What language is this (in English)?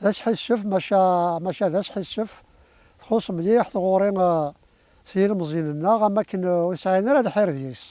Kabyle